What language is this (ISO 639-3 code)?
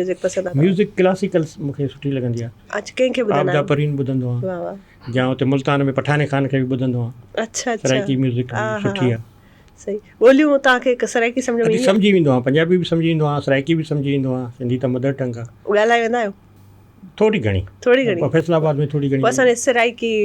snd